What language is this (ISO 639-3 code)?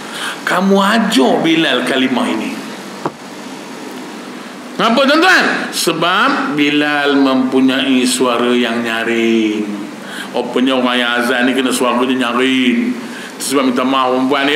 msa